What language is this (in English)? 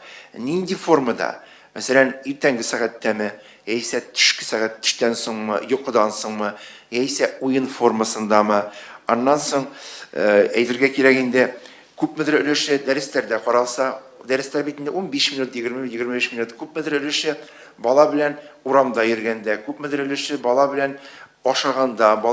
Tatar